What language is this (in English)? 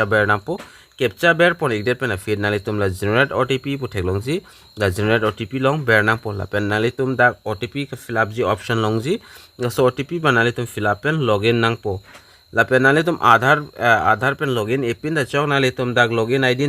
Karbi